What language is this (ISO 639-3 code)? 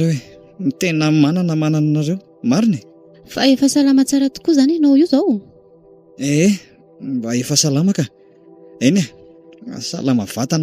mlg